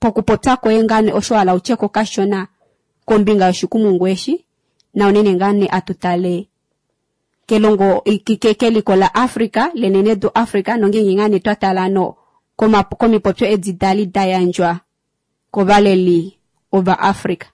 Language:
Kuanyama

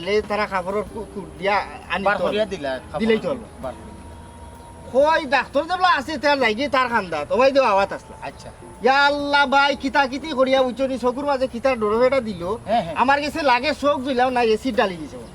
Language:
Sylheti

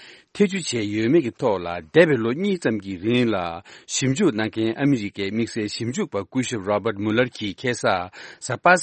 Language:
Tibetan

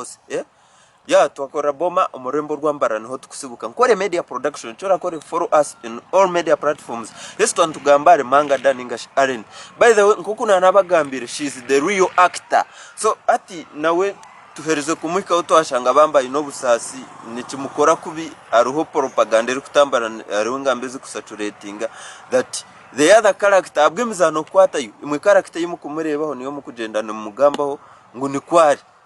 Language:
Nyankole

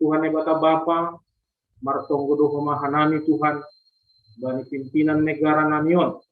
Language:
Batak Simalungun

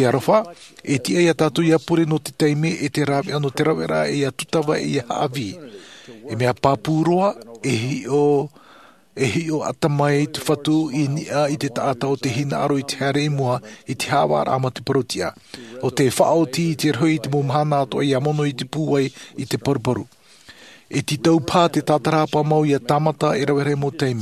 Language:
Tahitian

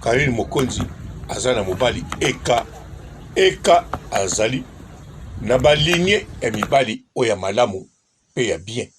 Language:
Lingala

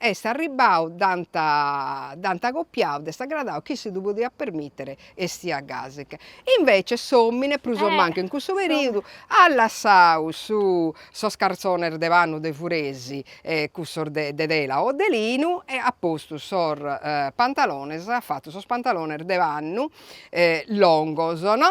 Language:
Sardinian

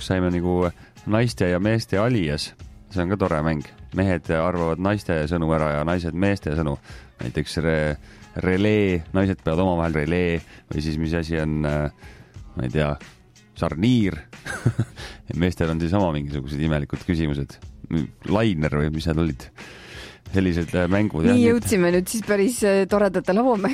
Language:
Estonian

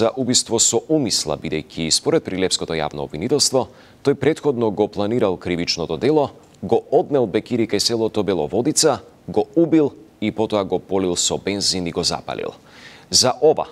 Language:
Macedonian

